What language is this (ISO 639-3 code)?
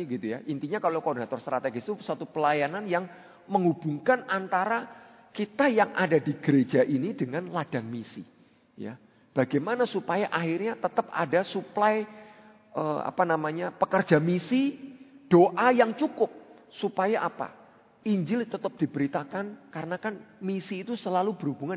ind